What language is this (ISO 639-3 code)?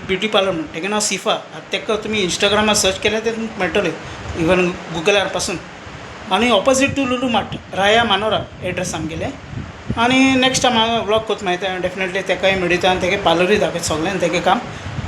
kok